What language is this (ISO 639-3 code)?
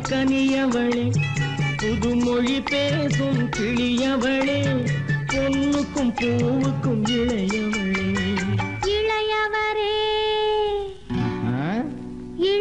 tam